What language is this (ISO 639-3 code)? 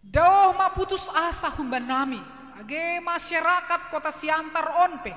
bts